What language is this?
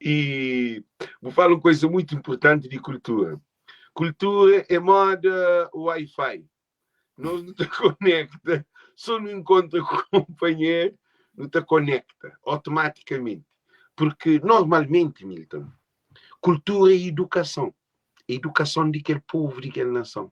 Kabuverdianu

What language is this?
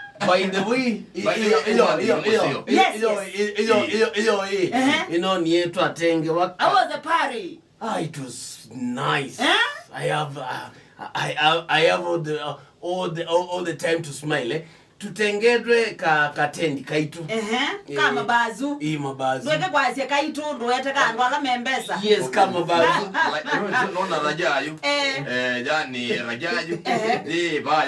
Kamba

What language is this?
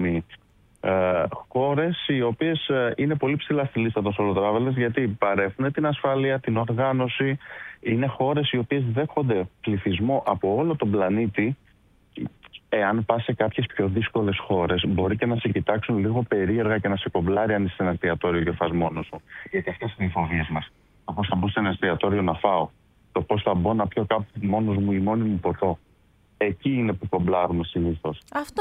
Greek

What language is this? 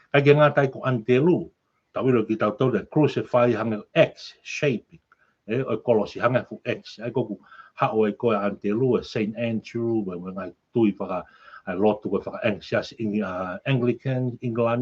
Tongan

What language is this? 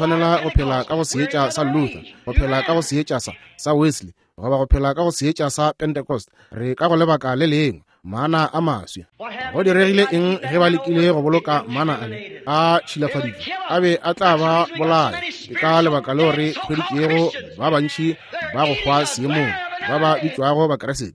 Northern Sotho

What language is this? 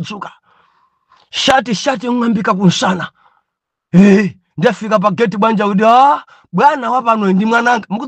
Nyanja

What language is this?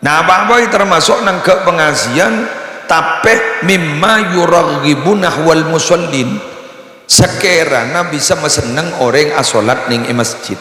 Madurese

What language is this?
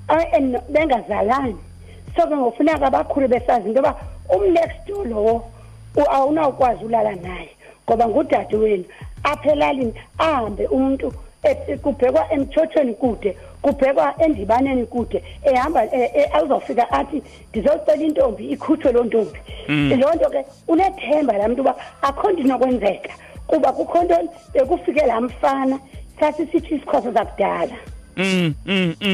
Xhosa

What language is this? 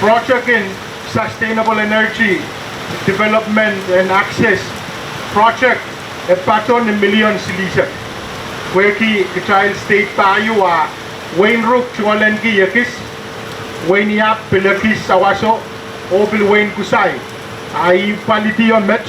Pohnpeian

